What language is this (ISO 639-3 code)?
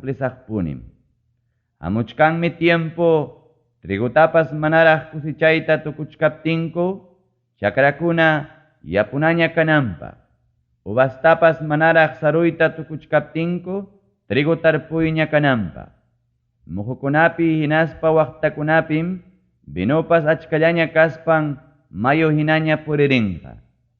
quy